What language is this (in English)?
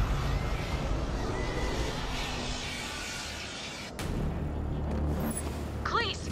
English